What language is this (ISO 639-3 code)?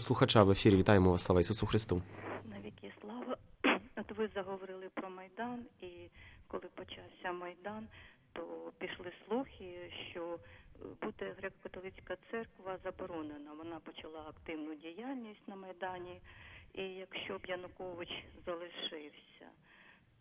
ukr